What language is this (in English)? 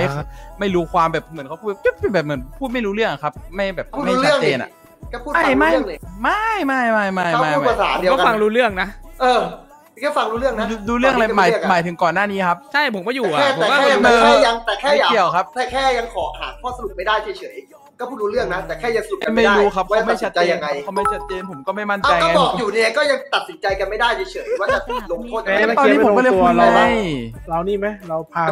Thai